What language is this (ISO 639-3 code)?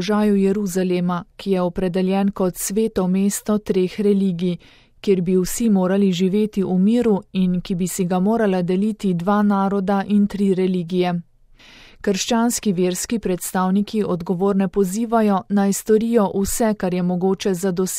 slv